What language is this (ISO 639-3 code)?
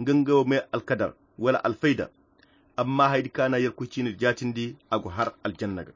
khq